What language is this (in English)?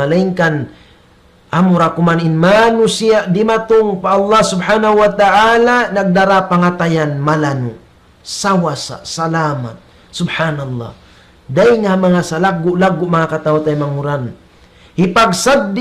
Tausug